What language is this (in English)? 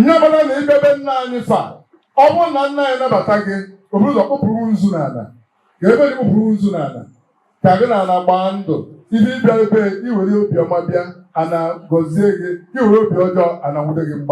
Igbo